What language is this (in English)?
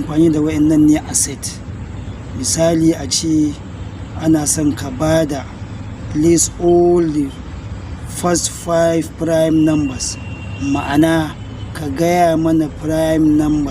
Hausa